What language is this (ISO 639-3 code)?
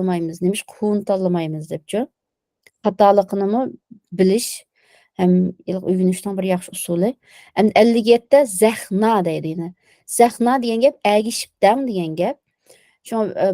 uig